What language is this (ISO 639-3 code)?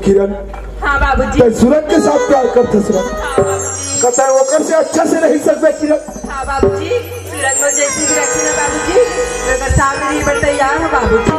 hne